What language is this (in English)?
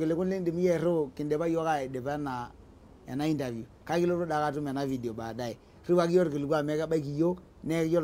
Masai